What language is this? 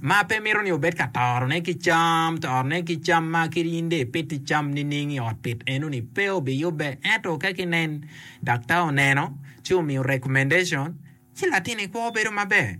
Acoli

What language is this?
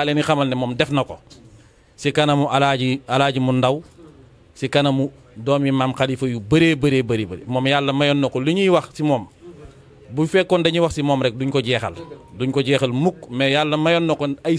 Wolof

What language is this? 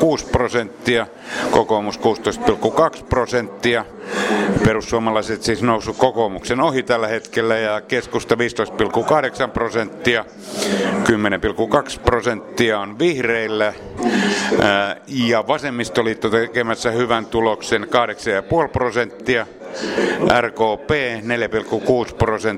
Finnish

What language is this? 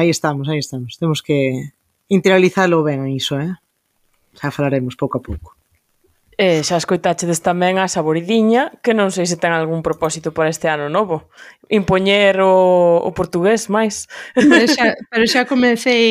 Galician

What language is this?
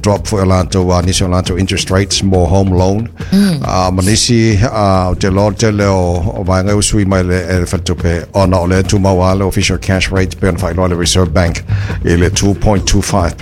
Samoan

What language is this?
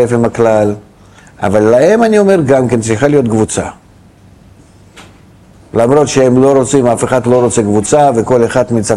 Hebrew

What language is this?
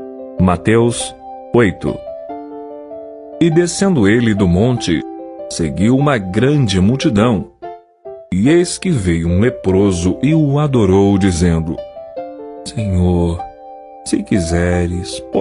Portuguese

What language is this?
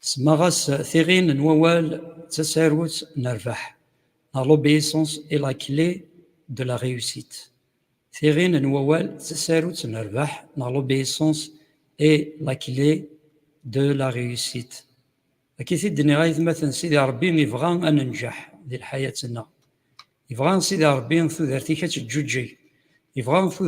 Kabyle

